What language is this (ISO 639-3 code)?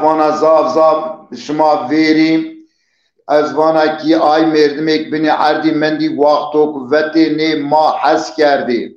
zza